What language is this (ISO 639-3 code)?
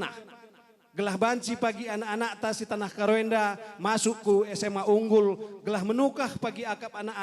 btx